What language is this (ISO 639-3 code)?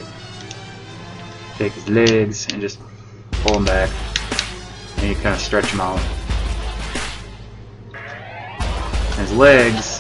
eng